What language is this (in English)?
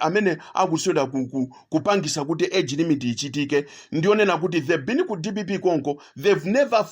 Nyanja